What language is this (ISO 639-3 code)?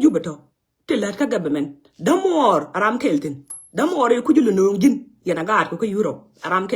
nus